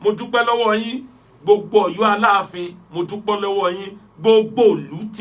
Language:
Yoruba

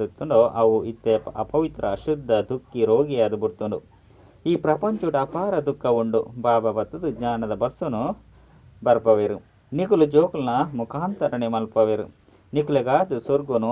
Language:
Tulu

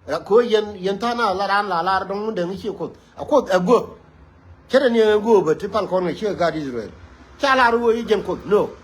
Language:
Nuer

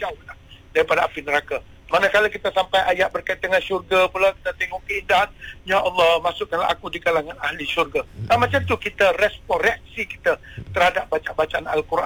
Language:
Malay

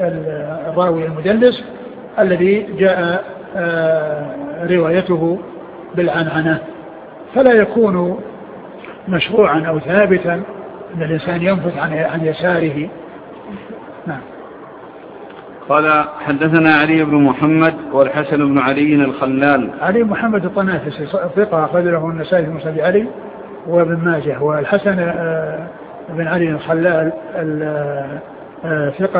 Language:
Arabic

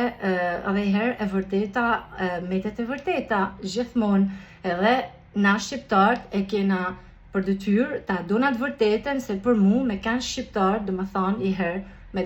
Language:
Albanian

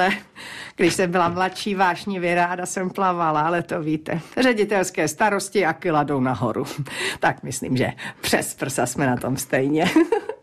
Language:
Czech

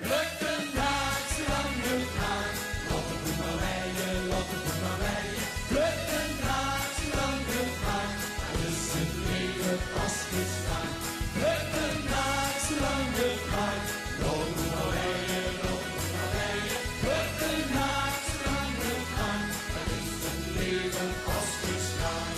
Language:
Limburgish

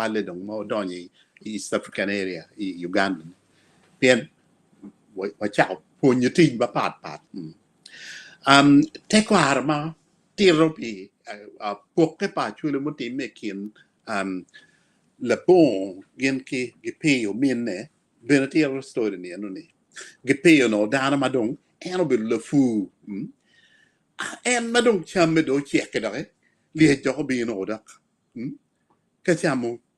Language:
Acoli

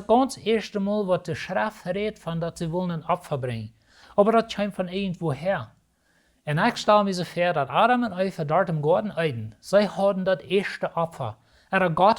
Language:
Plautdietsch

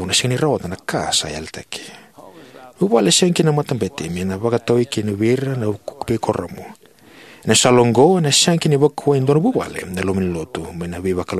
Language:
Fijian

